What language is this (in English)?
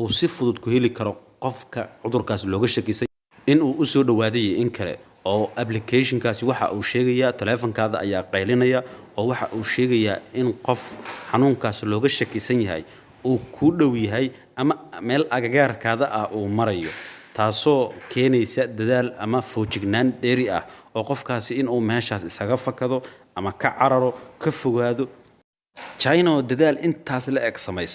Somali